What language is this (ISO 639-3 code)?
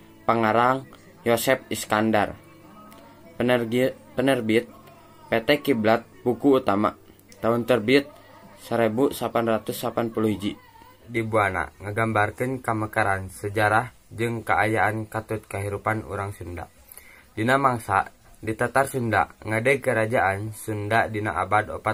sun